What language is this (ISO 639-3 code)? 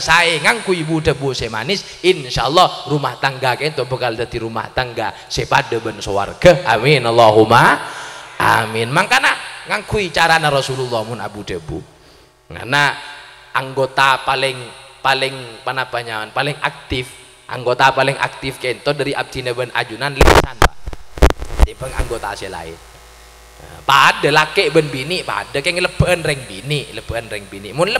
mad